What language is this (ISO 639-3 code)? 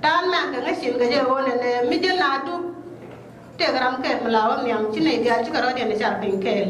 nus